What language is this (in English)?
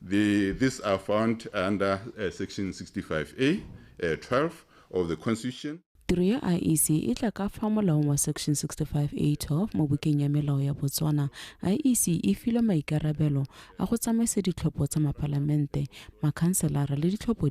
Tswana